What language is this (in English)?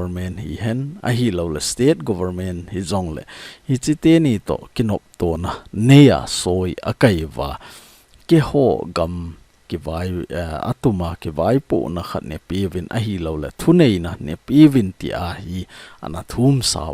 Thado Chin